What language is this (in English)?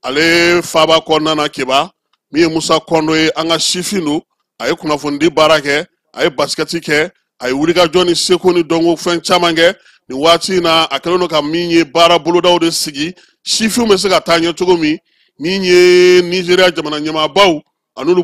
Bambara